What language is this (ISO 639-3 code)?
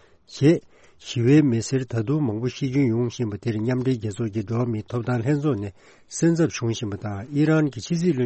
bod